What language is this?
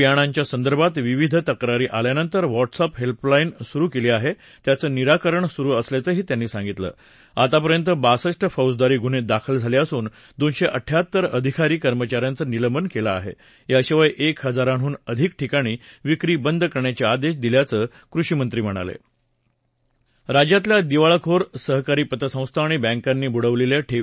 Marathi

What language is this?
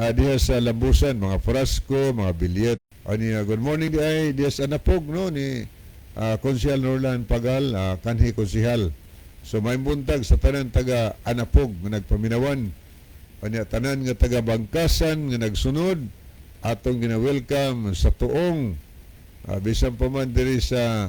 Cebuano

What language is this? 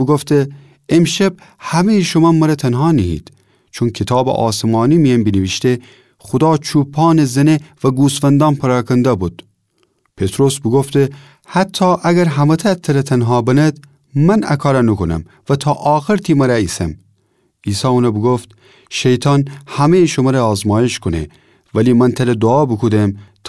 Gilaki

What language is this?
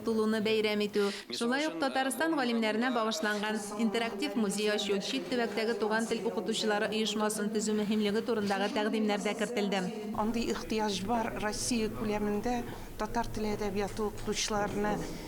Tatar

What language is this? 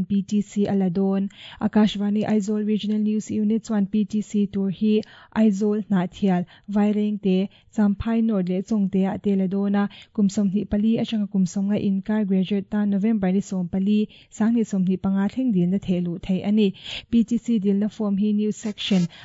Mizo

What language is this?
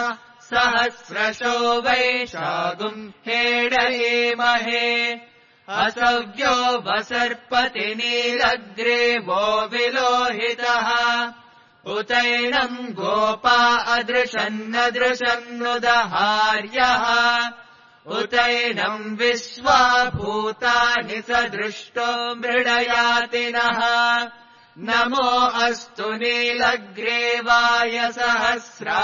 Sanskrit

